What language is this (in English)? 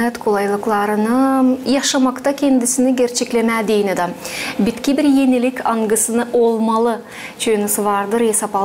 Gagauz